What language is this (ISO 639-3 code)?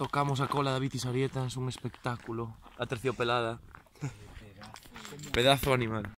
glg